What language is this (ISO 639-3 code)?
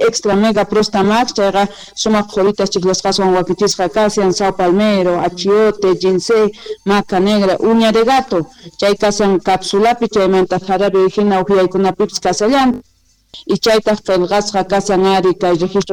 que